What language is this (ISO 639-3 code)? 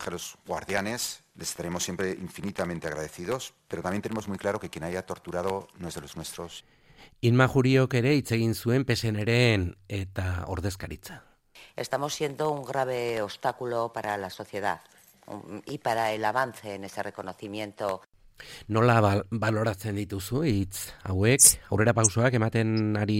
eus